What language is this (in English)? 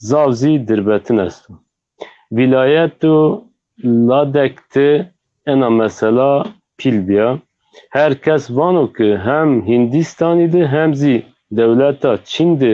Zaza